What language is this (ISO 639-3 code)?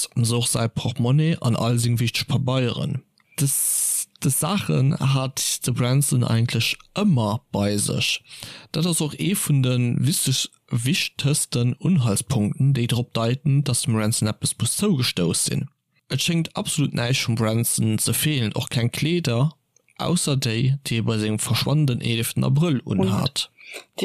ltz